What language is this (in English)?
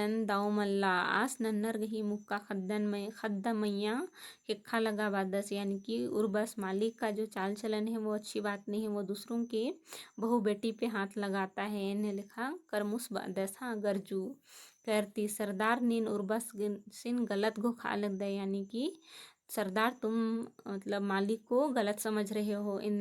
Kurukh